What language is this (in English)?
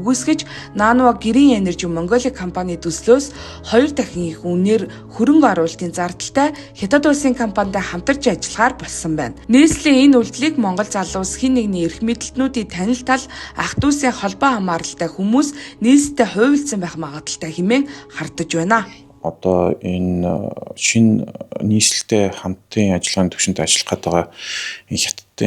Mongolian